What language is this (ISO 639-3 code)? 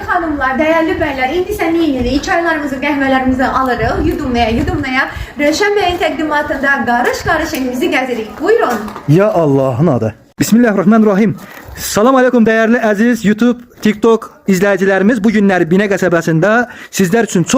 aze